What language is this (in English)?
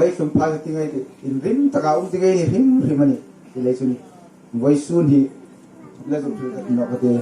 Hmar